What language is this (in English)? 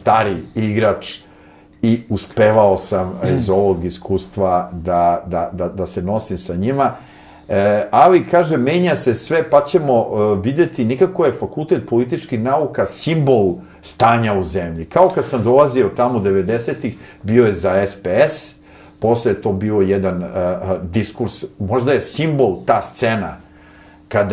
Serbian